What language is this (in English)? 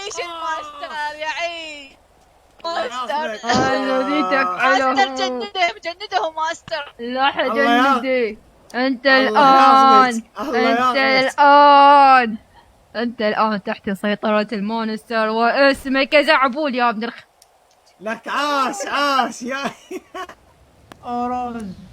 Mesopotamian Arabic